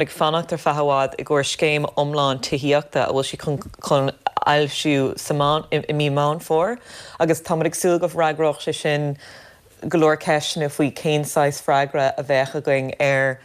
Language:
Irish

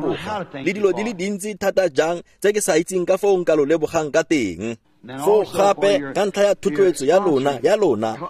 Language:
Tswana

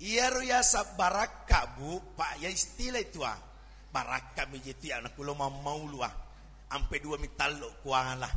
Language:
Buginese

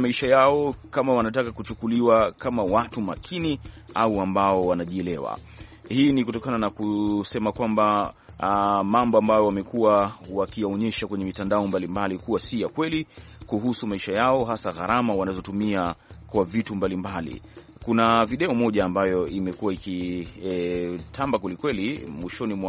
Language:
Swahili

